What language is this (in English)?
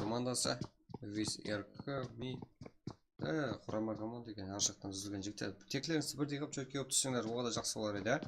Kara-Kalpak